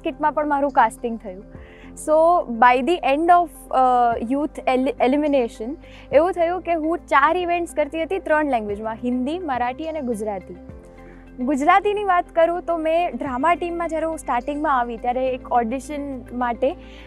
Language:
Gujarati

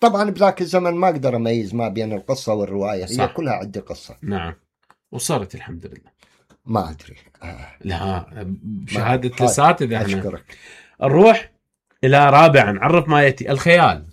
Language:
Mesopotamian Arabic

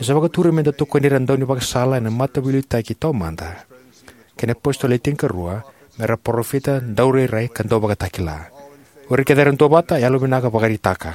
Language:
Fijian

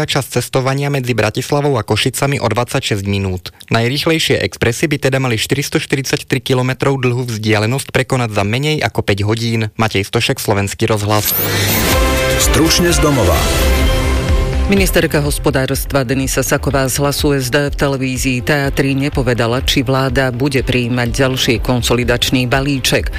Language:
Slovak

